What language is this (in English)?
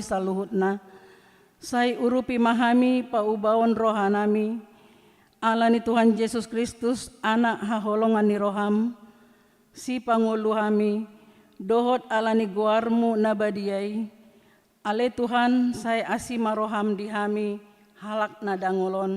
Batak Toba